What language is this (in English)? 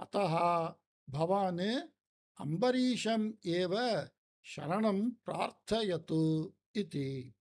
Sanskrit